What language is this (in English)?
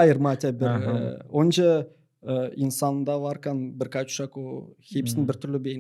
Gagauz